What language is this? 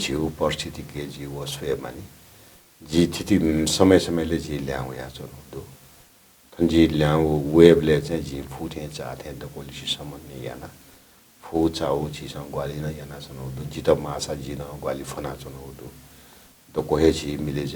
Newari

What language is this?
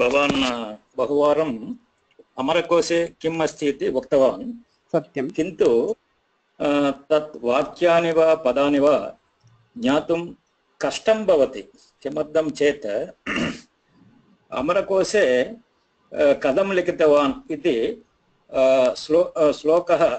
Sanskrit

